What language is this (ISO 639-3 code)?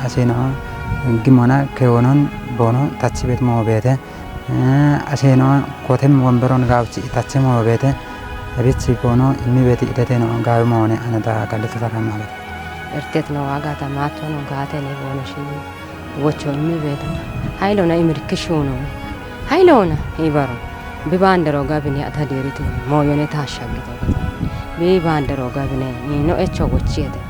kbr